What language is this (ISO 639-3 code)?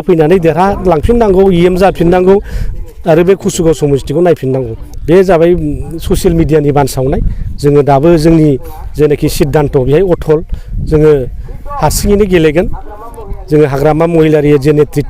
brx